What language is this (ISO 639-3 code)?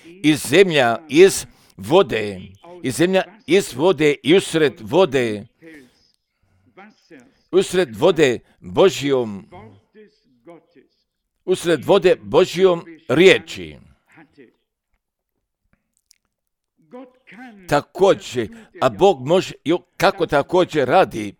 hrv